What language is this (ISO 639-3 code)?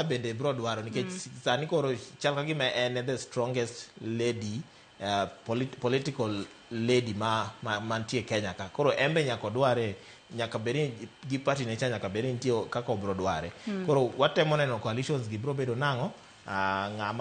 luo